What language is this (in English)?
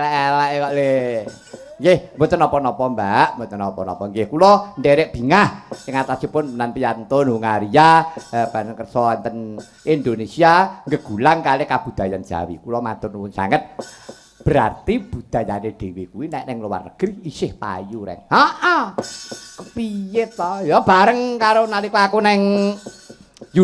Javanese